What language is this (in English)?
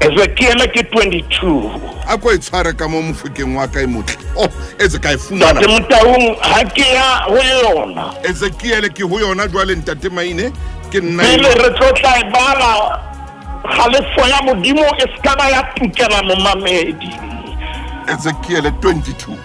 Southern Sotho